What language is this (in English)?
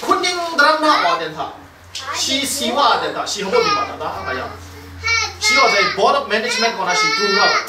Kachin